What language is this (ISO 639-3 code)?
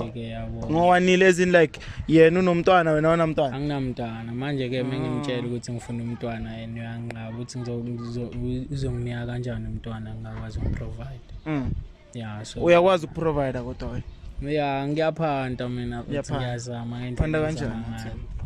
zul